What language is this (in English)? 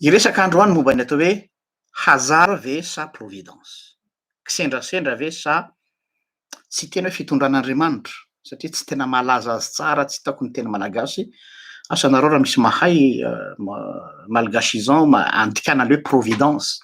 Malagasy